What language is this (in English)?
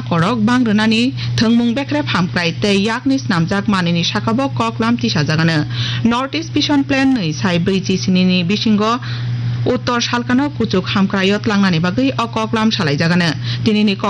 Kok Borok